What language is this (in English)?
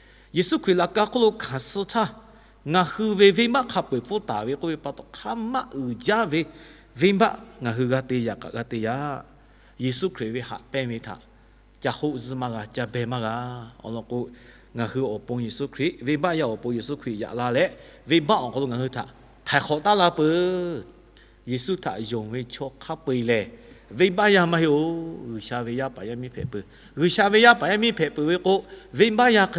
Lahu